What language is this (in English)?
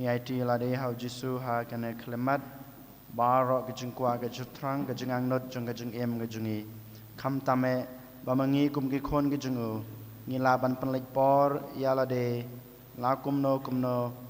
Khasi